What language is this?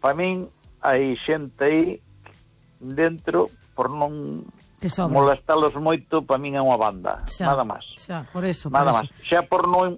Galician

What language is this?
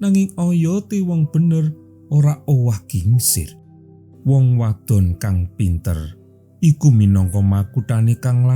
Javanese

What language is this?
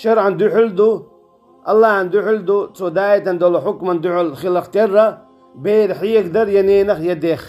Chechen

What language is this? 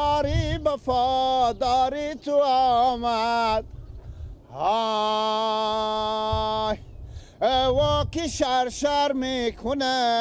Persian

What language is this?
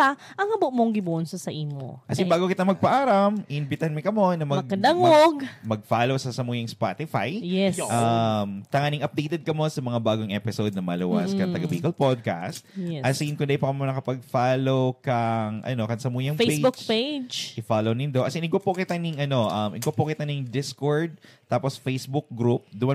Bikol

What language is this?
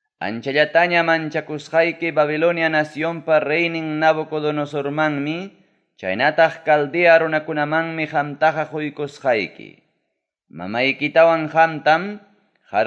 Ayacucho Quechua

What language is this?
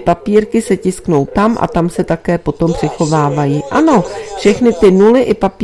Czech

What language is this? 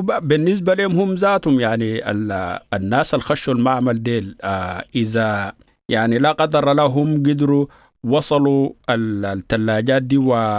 Sudanese Arabic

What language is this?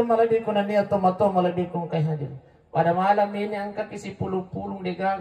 Buginese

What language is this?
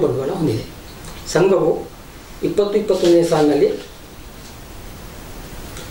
Kannada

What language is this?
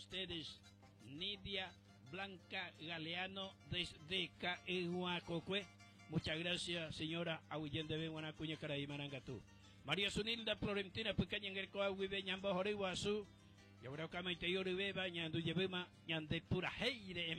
Guarani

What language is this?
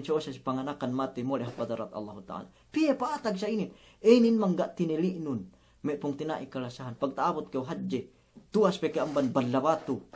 Yakan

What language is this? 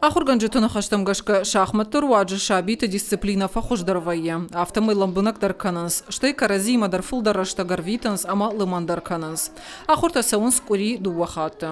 Ossetic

